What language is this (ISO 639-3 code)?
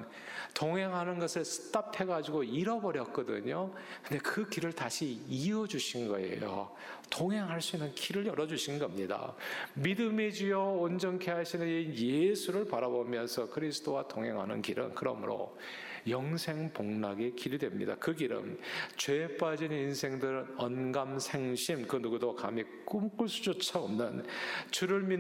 kor